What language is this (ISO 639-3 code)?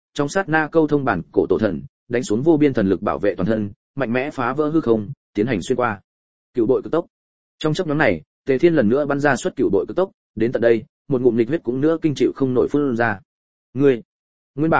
vie